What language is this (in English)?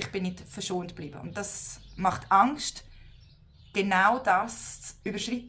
Swiss German